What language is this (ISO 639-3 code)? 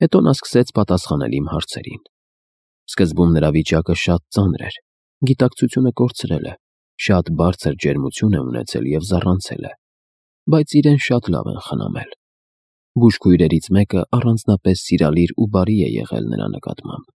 hye